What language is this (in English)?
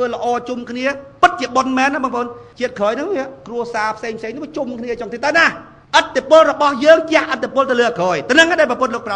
Khmer